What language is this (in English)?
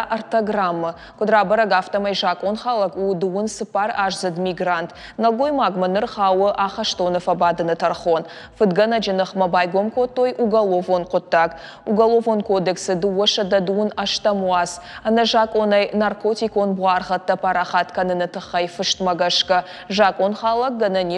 Ossetic